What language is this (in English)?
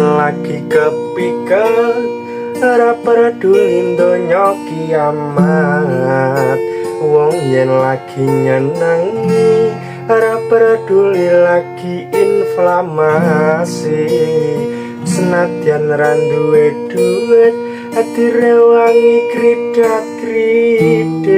Javanese